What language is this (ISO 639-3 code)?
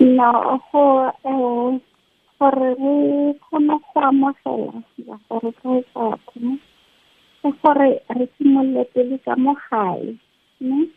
tsn